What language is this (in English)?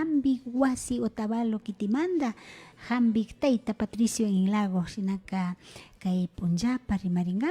Imbabura Highland Quichua